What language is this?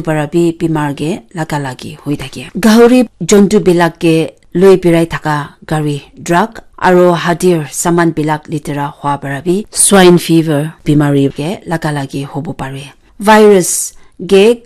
Naga Pidgin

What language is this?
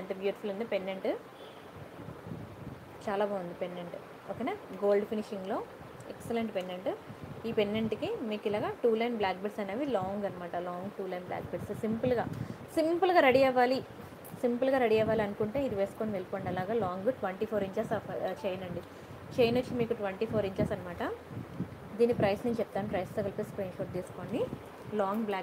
Telugu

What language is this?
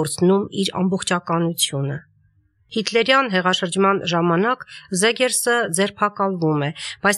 Armenian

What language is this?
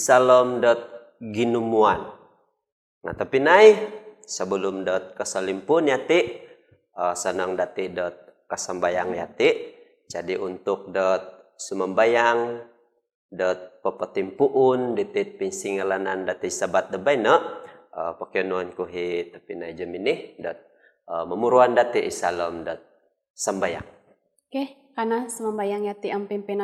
Central Dusun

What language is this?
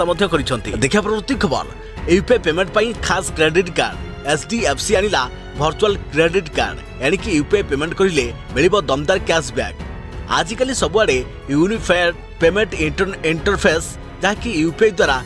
Odia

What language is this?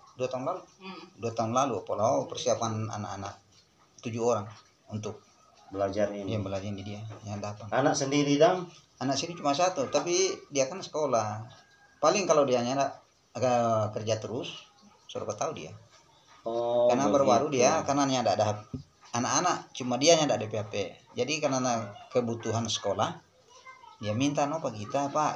Manado Malay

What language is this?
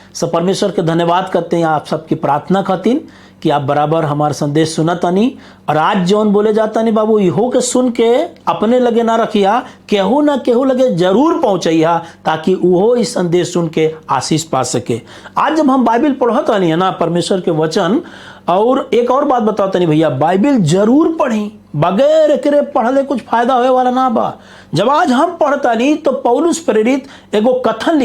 Bhojpuri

